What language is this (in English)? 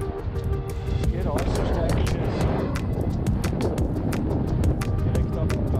German